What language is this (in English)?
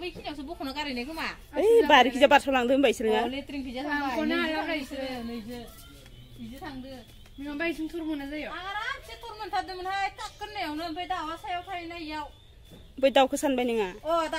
Bodo